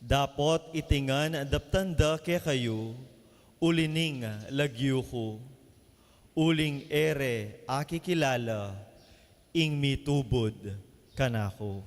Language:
Pampanga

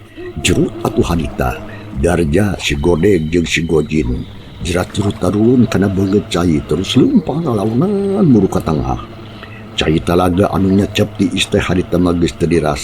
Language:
Sundanese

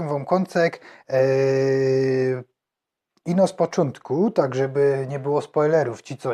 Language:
Silesian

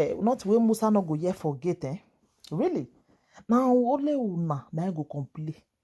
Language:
Nigerian Pidgin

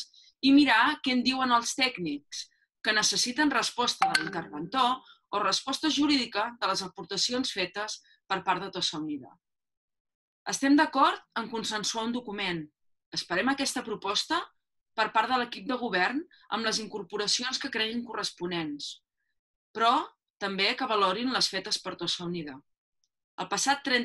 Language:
Catalan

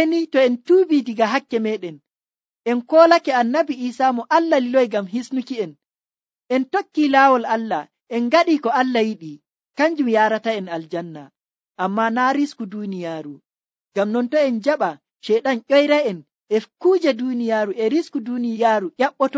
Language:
Nigerian Fulfulde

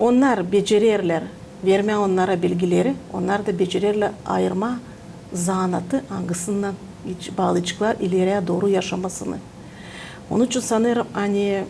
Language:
Gagauz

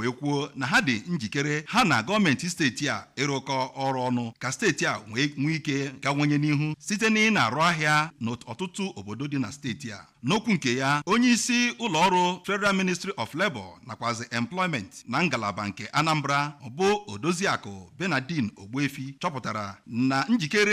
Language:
Igbo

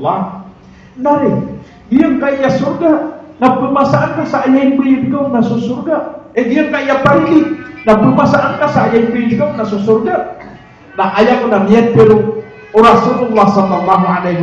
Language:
Maranao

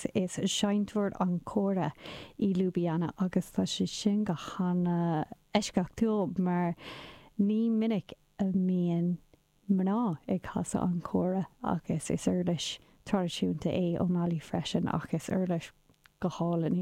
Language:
Irish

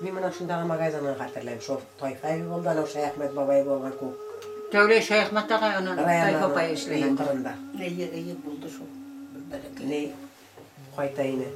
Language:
Bashkir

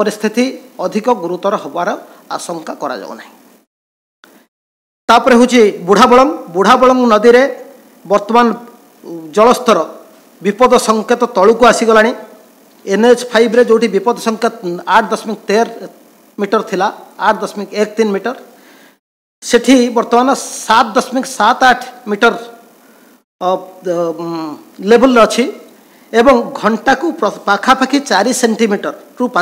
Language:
Odia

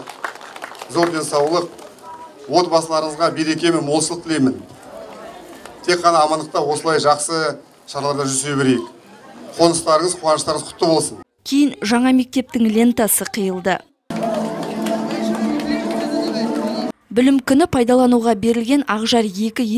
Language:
Kazakh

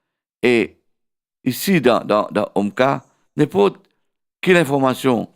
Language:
Morisyen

